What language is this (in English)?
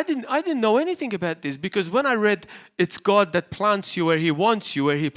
English